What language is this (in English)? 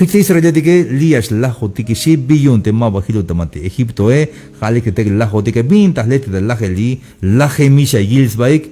Tzeltal